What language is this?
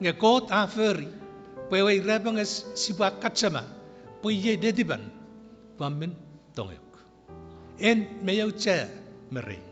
Chuukese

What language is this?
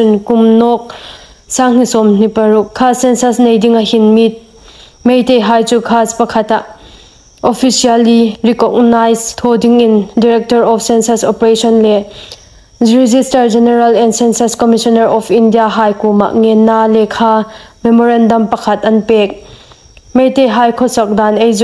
Hmar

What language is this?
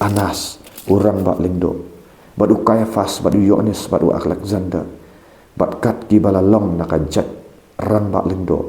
Khasi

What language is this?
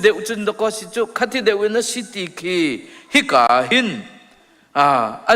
Hakha Chin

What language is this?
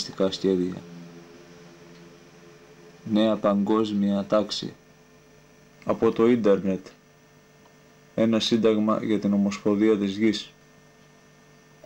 Greek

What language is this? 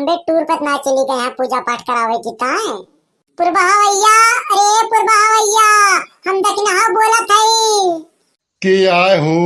Awadhi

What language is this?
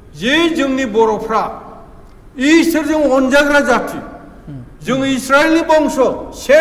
Bodo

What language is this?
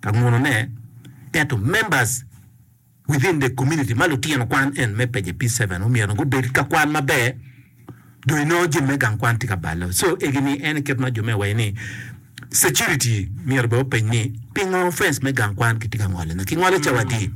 Acoli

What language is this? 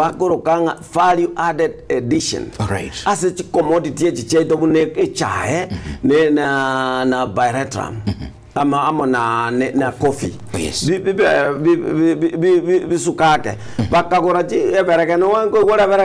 Gusii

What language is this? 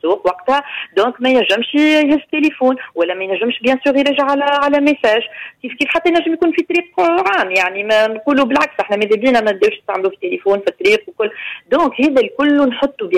Tunisian Arabic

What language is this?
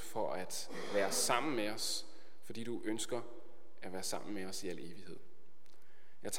Danish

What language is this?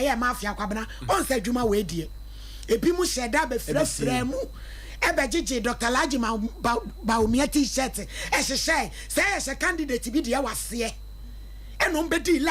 Akan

